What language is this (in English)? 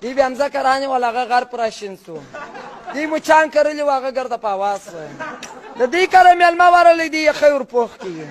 Pashto